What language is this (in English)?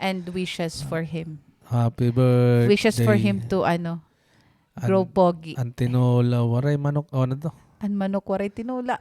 Waray